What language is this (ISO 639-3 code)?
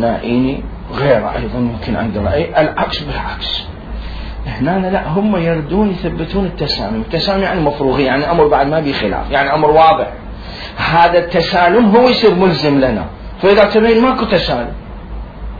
acm